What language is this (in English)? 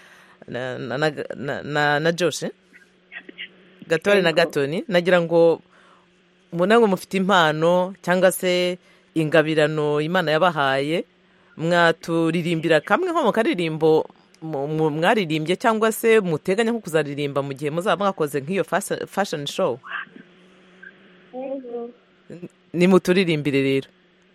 Kinyarwanda